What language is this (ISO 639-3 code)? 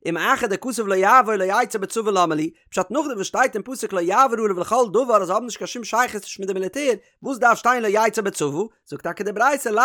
yid